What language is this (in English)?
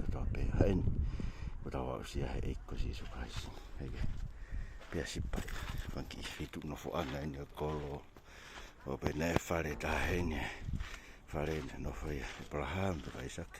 Tongan